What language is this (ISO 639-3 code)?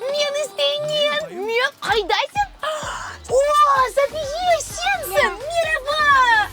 crh